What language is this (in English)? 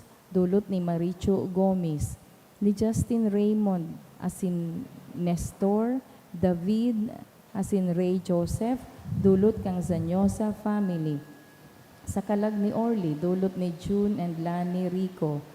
Bikol